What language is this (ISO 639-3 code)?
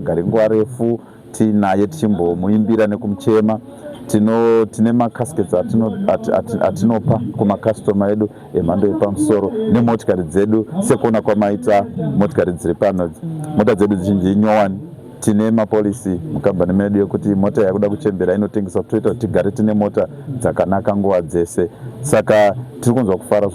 sna